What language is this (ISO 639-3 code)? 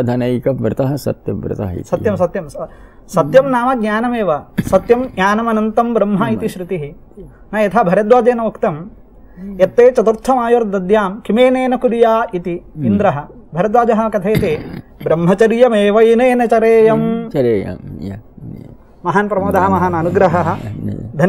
san